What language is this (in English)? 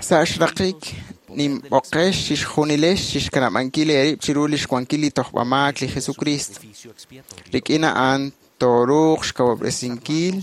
Kekchí